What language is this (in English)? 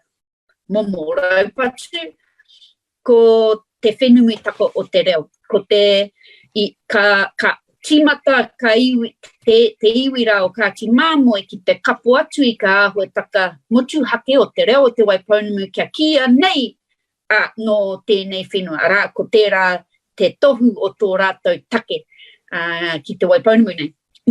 Māori